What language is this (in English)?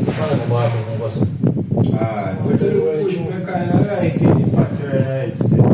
Jamaican Creole English